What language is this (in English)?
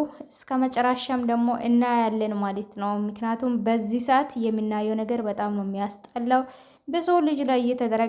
Amharic